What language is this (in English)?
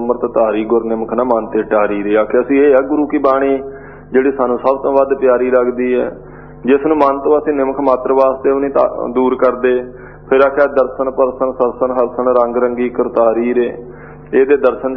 Punjabi